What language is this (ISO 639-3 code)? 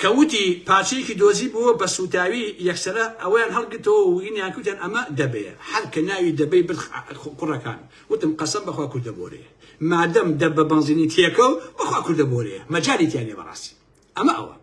ckb